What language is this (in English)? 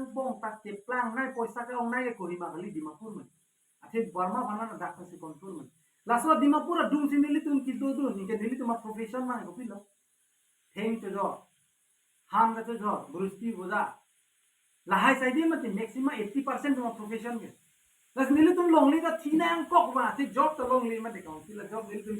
Karbi